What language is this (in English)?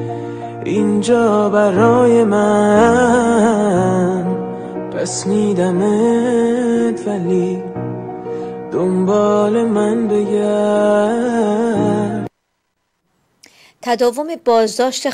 Persian